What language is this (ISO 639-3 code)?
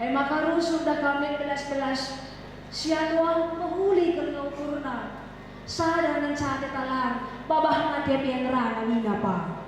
btx